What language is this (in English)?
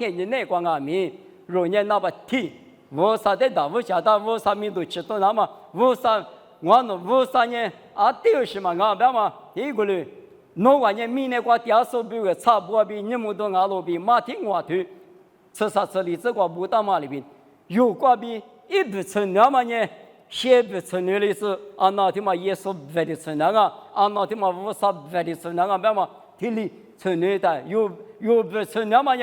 Lisu